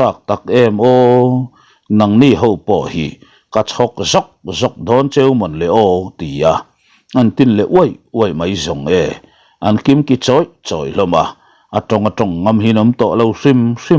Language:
Mizo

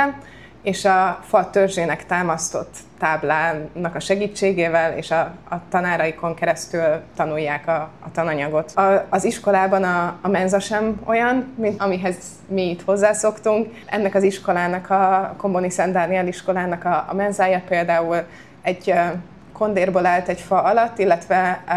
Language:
Hungarian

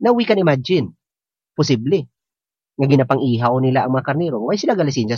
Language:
Hiligaynon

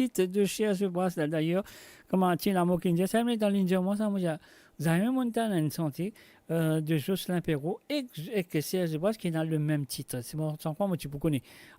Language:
Morisyen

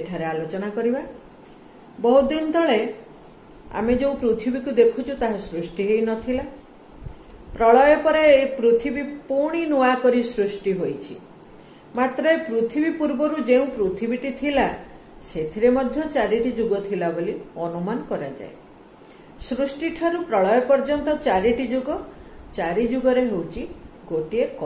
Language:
Odia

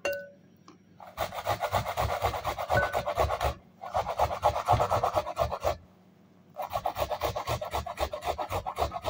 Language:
Persian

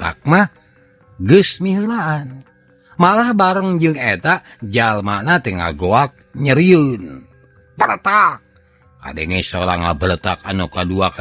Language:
Sundanese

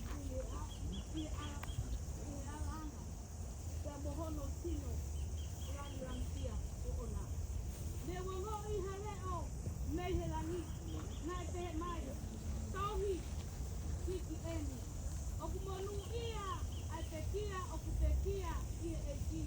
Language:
Tongan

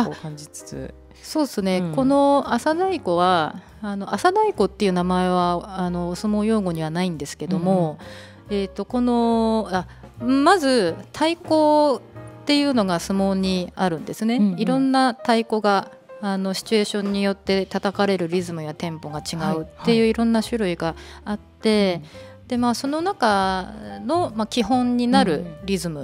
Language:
Japanese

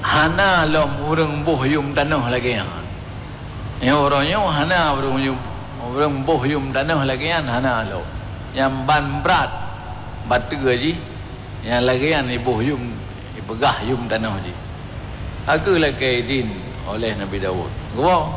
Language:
Achinese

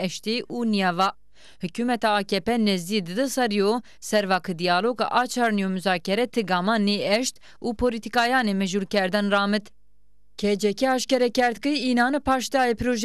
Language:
Zaza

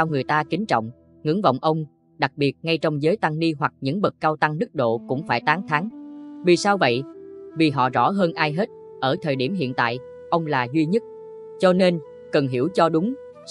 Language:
Vietnamese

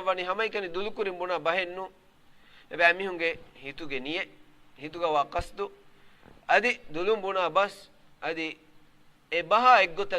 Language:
Divehi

